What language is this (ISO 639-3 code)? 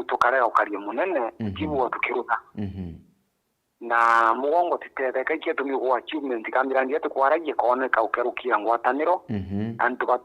mer